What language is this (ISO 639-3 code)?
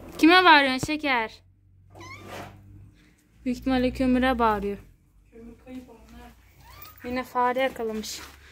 tur